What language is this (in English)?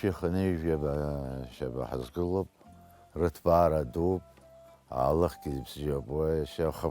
Abkhazian